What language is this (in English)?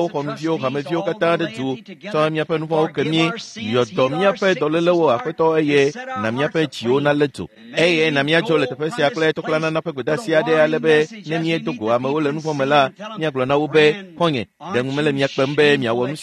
Ewe